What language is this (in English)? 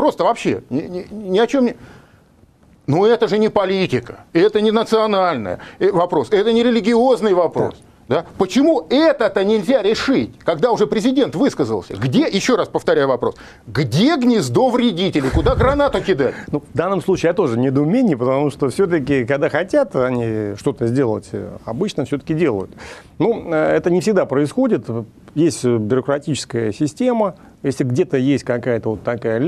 Russian